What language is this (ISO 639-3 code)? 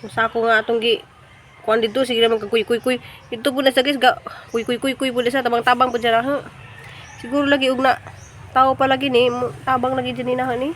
ceb